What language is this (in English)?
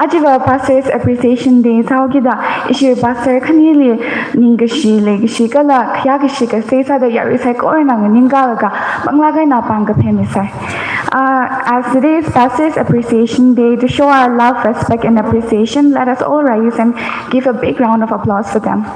Tangkhul Naga (India)